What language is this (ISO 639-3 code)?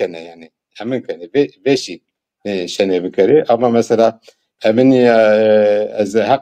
zza